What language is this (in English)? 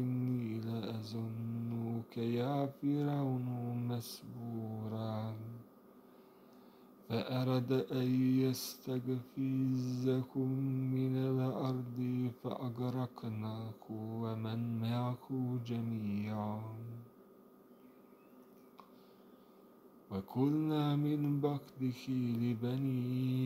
Arabic